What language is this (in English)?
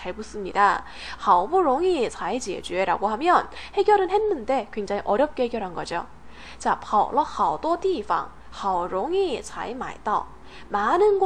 Korean